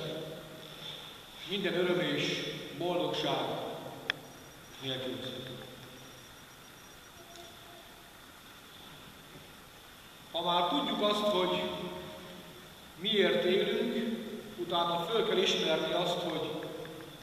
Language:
Hungarian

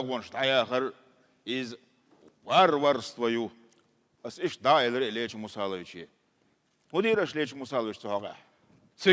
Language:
Chechen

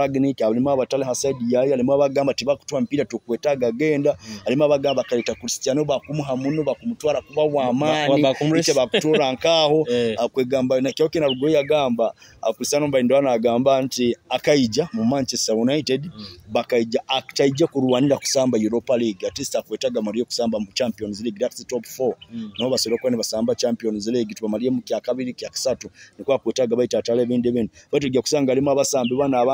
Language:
Nyoro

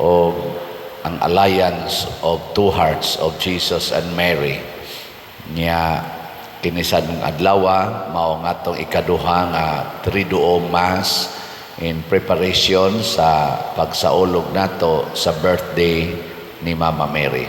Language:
Cebuano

